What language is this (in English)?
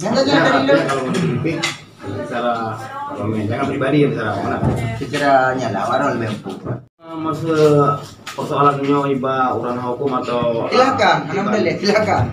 Achinese